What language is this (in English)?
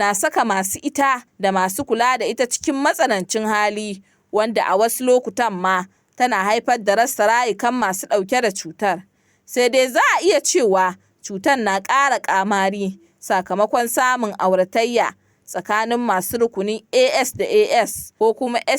Hausa